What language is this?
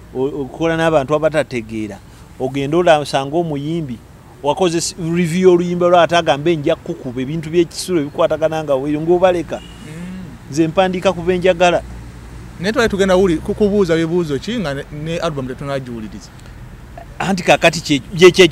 Ganda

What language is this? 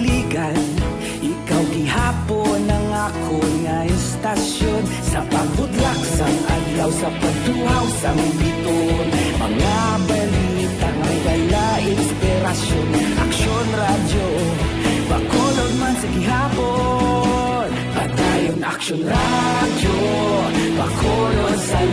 Hiligaynon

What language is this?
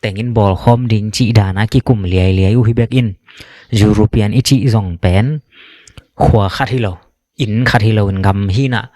Tedim Chin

